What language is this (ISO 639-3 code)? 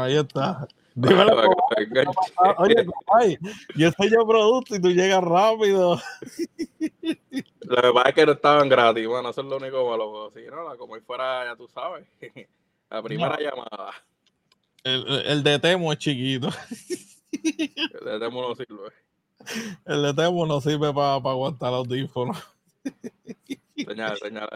spa